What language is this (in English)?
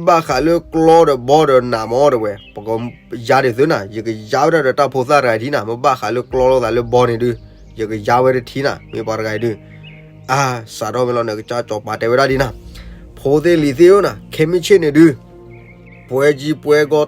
S'gaw Karen